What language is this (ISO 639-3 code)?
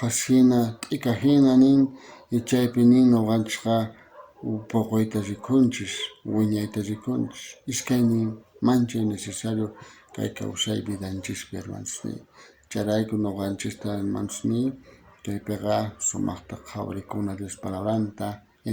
quh